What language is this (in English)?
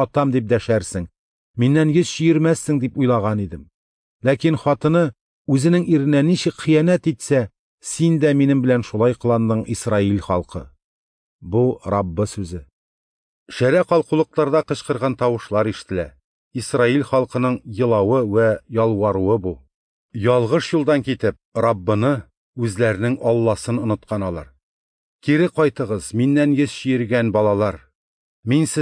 Tatar